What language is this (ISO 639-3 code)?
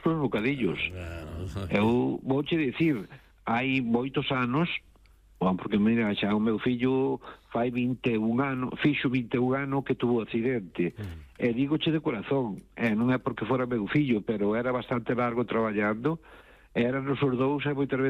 glg